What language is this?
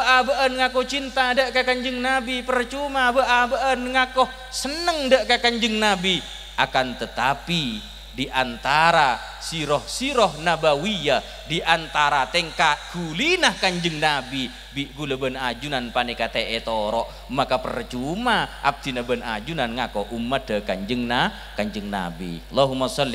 Madurese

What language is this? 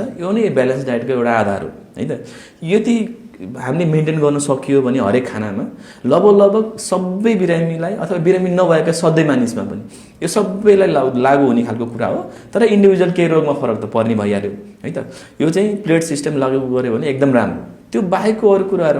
Nepali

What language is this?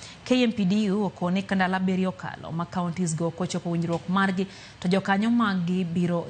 Luo (Kenya and Tanzania)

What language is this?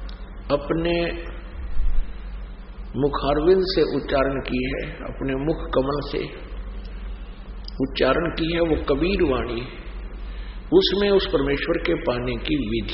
Hindi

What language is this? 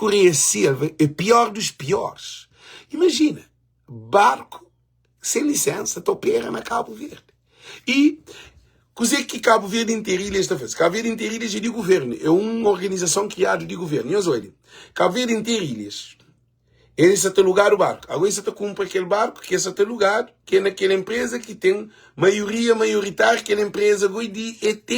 Kabuverdianu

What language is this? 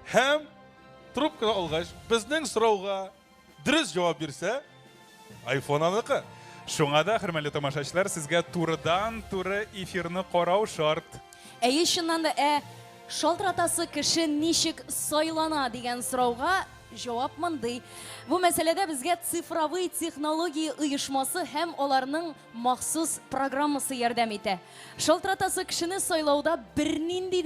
Tatar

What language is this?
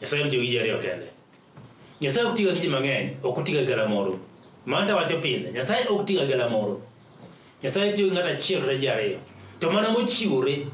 Luo (Kenya and Tanzania)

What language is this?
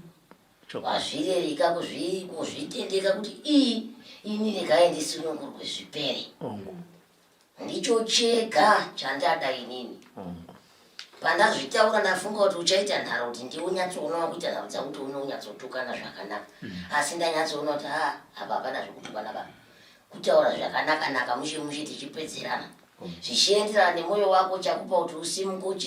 Shona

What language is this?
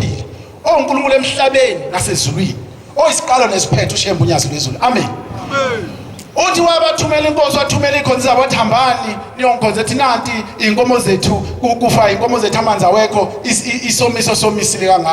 Zulu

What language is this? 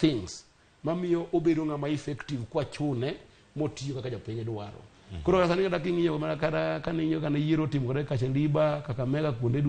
Luo (Kenya and Tanzania)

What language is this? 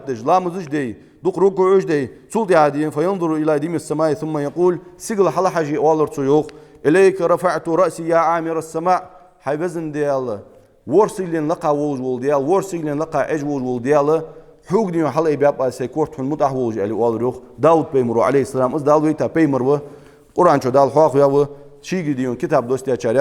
Ingush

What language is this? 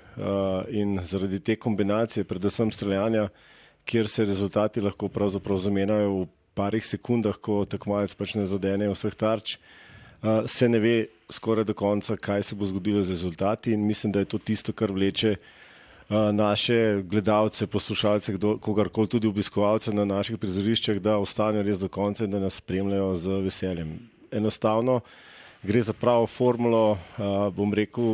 Slovenian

